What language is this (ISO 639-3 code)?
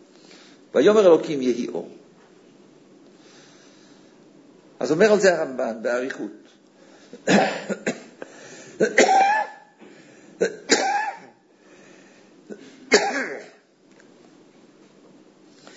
heb